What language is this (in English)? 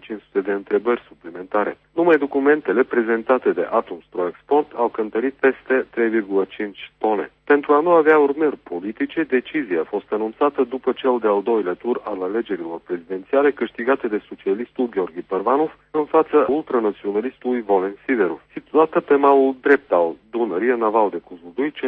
Romanian